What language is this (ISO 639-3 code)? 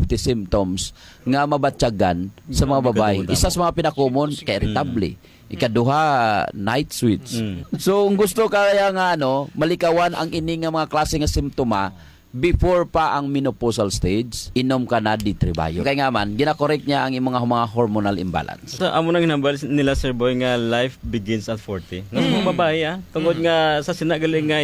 hil